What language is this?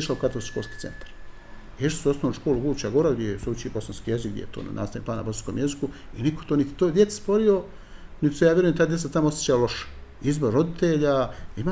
Bosnian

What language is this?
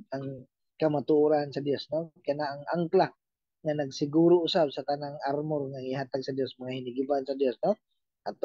Cebuano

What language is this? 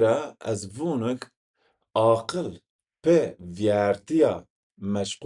Zaza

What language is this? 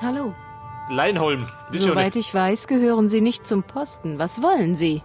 Bavarian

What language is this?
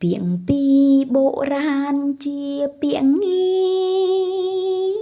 Khmer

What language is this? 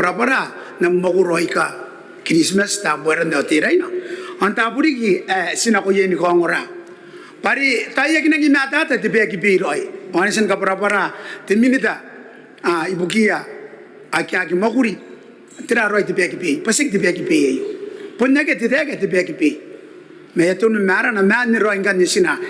Gilbertese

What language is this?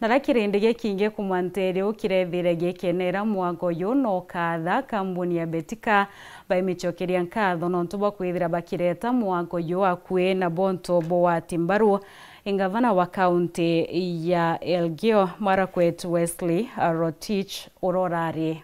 Meru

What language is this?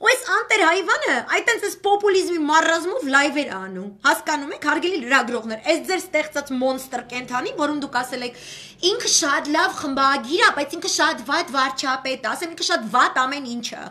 Armenian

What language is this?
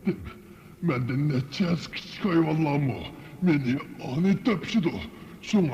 Uyghur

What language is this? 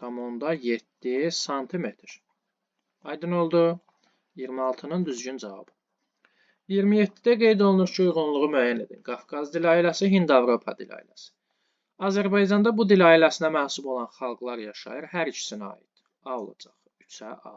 Azerbaijani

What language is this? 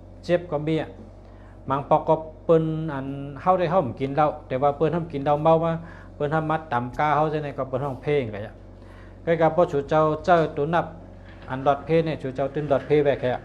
Shan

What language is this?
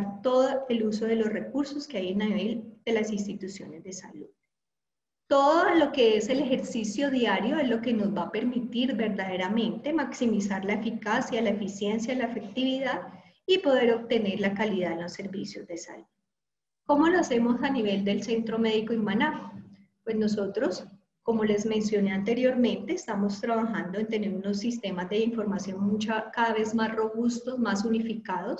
Spanish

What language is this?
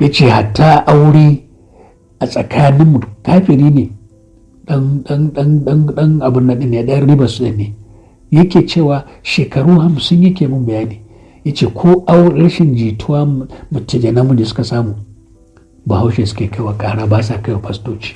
Hausa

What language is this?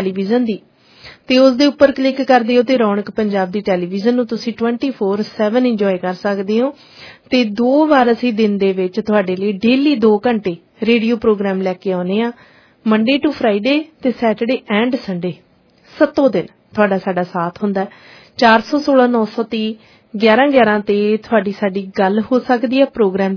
Punjabi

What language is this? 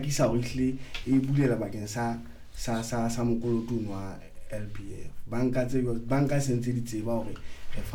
Southern Sotho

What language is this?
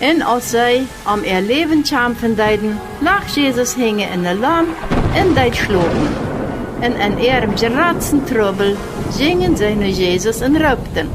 Plautdietsch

